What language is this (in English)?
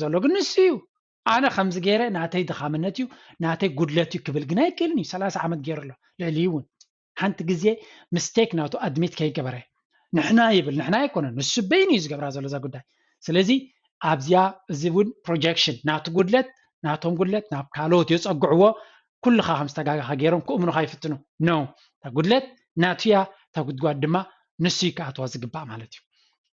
Tigrinya